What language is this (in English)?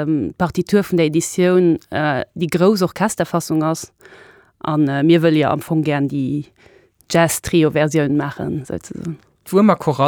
Luxembourgish